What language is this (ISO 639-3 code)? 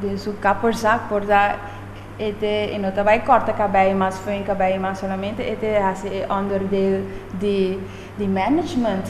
pap